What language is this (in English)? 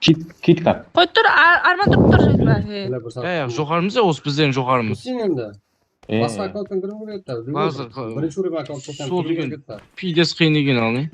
Kara-Kalpak